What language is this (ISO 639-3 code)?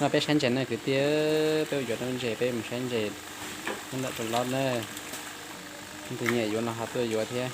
hmn